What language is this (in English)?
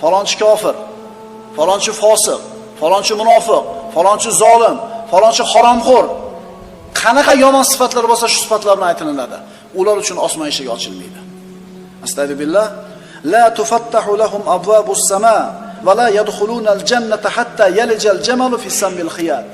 Uzbek